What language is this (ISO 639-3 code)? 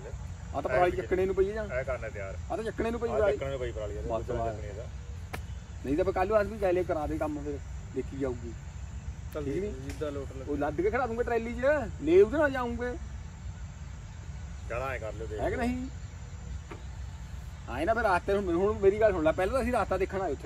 pan